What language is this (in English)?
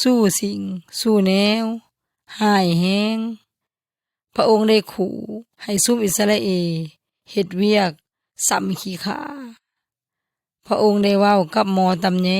Yoy